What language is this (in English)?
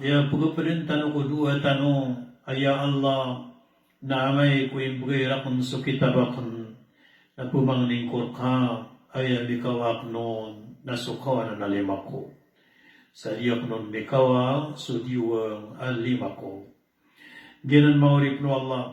Maranao